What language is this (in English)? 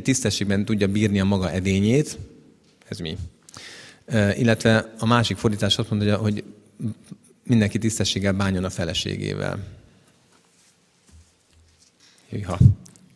Hungarian